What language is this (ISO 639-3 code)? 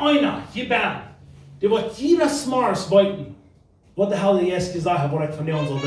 pdt